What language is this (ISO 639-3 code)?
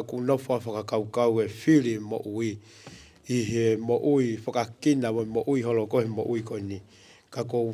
ton